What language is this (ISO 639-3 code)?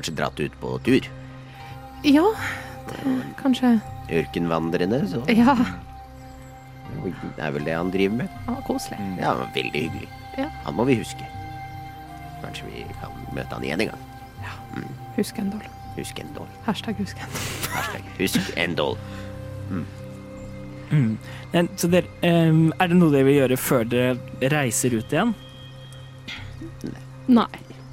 nor